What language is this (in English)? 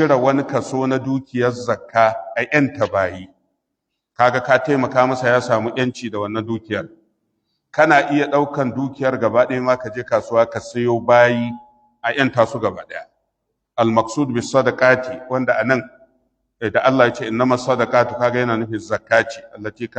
Hausa